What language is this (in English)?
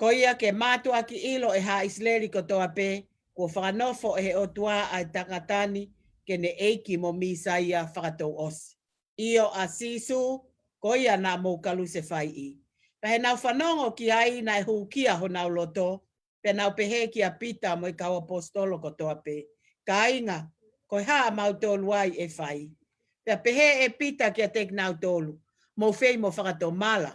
Tongan